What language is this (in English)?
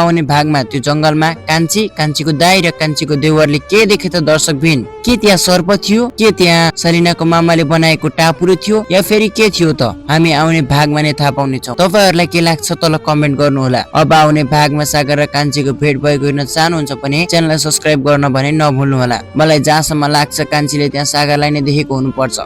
Nepali